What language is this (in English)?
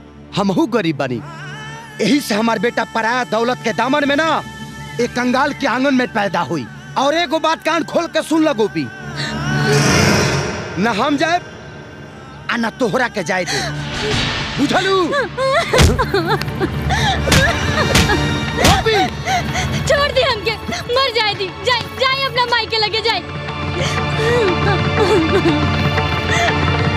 Bhojpuri